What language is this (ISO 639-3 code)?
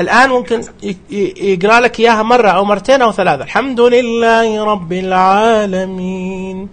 ars